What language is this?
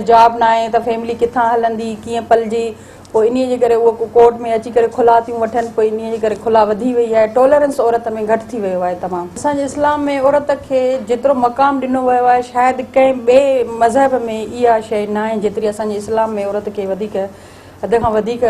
Sindhi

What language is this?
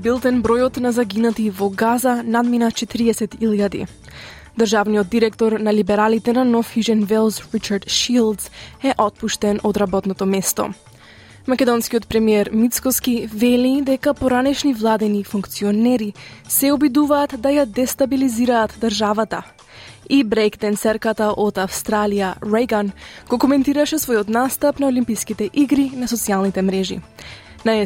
Macedonian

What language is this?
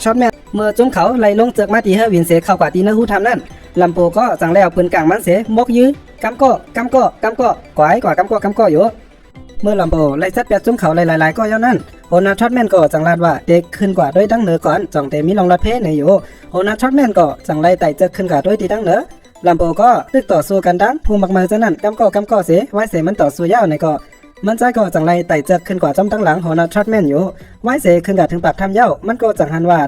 Shan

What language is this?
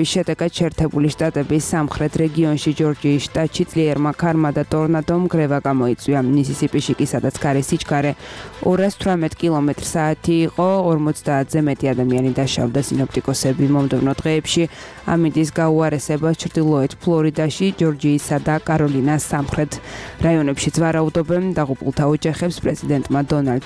Georgian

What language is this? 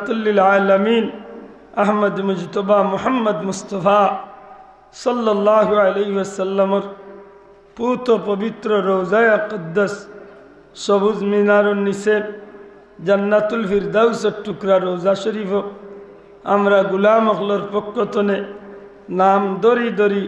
Sylheti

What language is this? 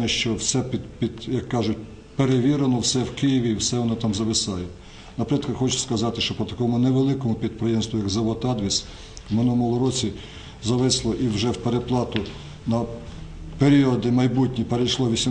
Ukrainian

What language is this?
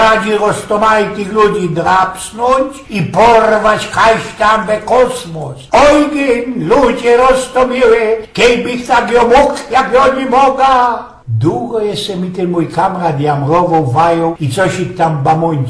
Silesian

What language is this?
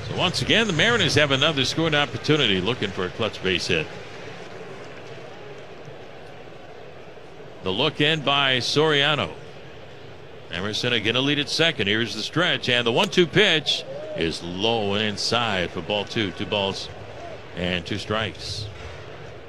English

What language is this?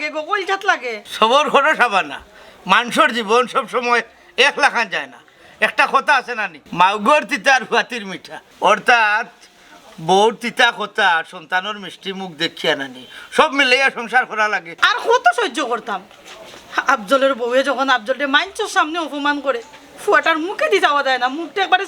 Sylheti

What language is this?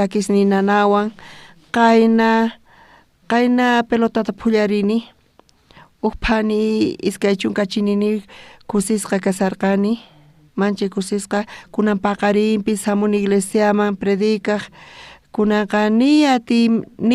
South Bolivian Quechua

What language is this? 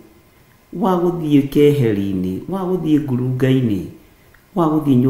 Kikuyu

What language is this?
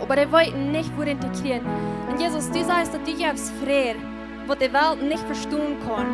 Plautdietsch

